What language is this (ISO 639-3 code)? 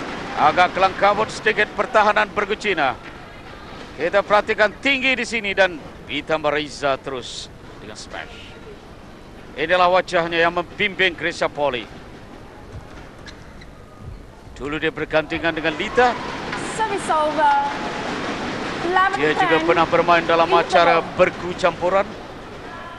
msa